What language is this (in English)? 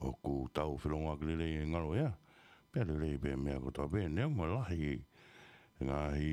Tongan